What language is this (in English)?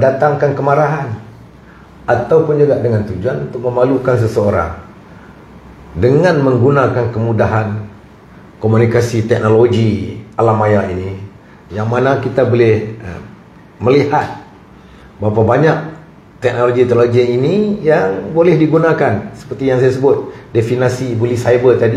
Malay